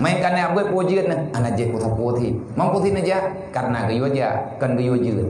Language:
Achinese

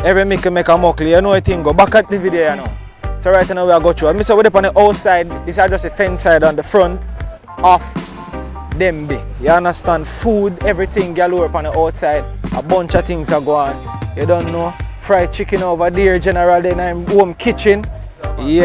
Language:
Jamaican Creole English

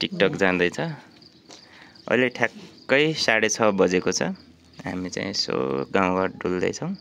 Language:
Nepali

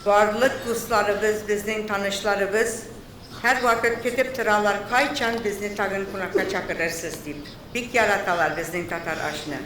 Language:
Tatar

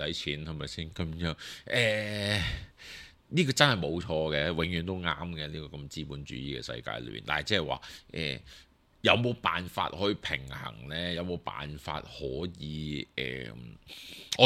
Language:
Cantonese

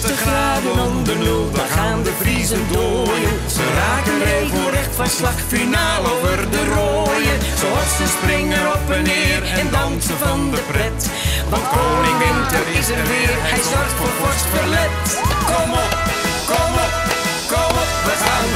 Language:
Western Frisian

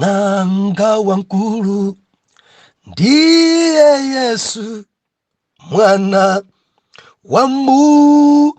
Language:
Nyanja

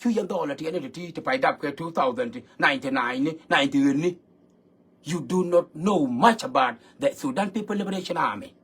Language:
Nuer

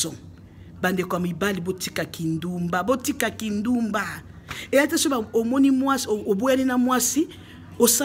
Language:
Lingala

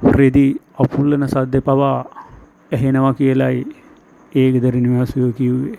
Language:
Sinhala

